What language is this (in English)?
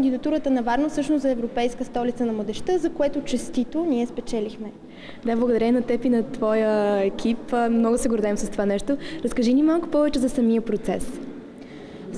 Bulgarian